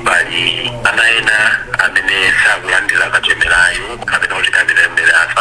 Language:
Nyanja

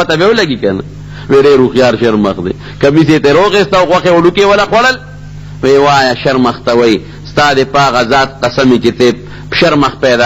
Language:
Pashto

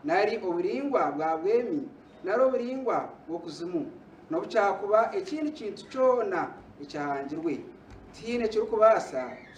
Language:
Nyankole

